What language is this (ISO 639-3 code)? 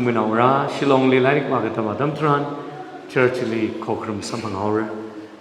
nmf